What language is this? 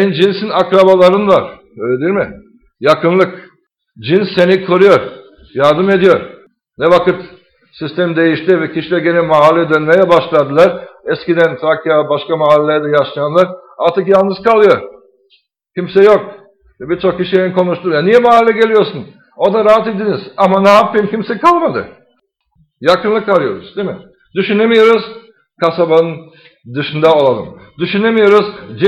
Turkish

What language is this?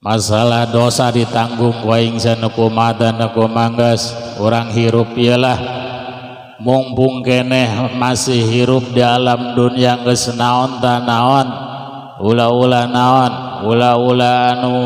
Sundanese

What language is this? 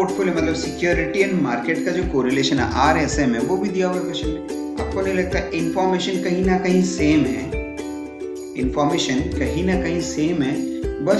Hindi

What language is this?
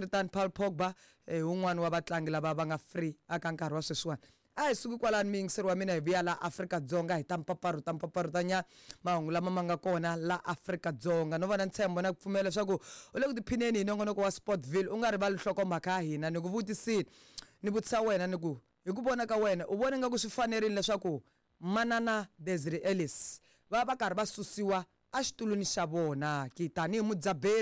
Tsonga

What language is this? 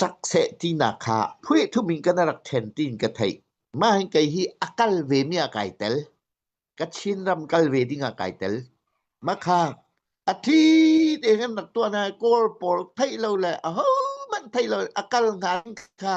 Hakha Chin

